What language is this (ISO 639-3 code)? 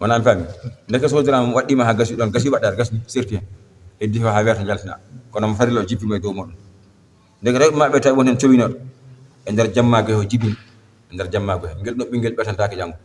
ful